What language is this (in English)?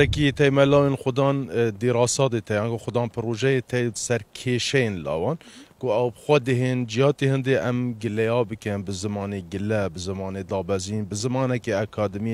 Kurdish